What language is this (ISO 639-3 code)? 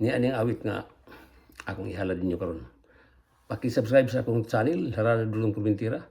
ceb